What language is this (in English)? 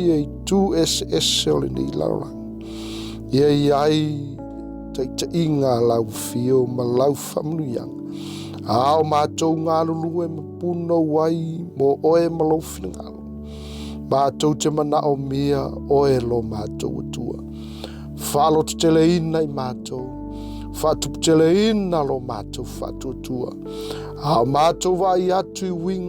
Samoan